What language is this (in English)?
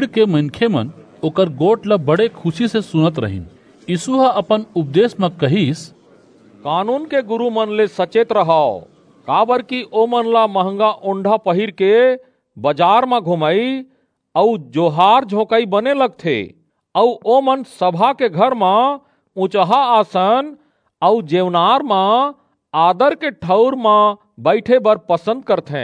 Chhattisgarhi